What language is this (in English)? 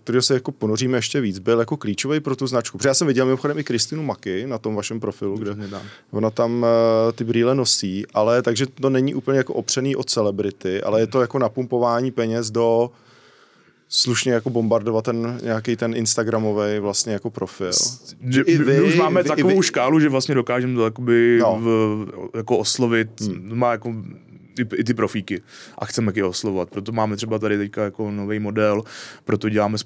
Czech